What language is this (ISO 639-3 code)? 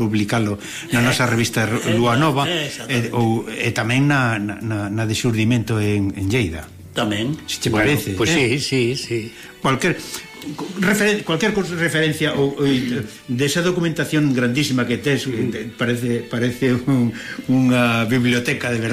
glg